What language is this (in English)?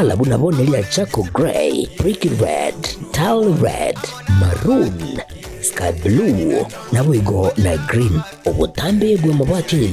Gusii